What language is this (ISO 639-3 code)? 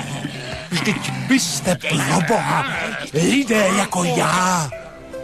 ces